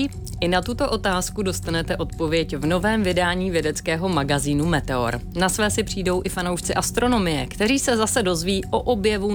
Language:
Czech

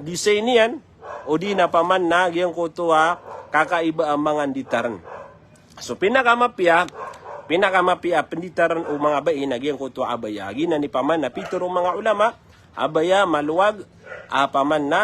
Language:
Maranao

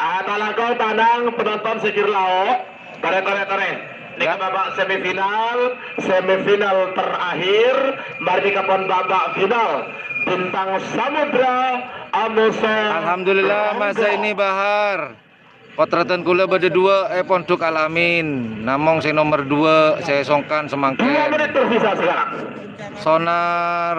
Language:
Madurese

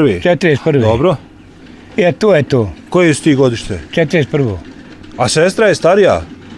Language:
Bosnian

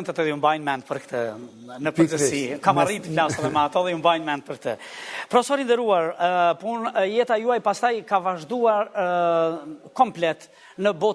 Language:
Albanian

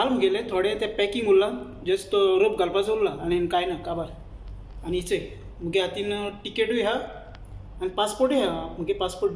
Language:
Konkani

